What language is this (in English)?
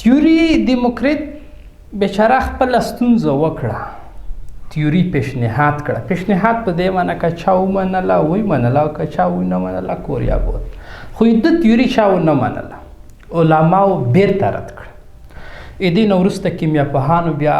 Pashto